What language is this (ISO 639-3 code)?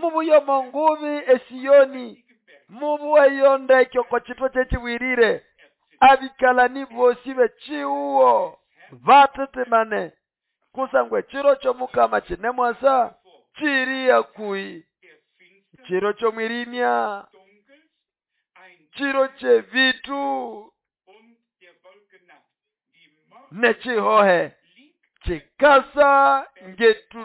nnb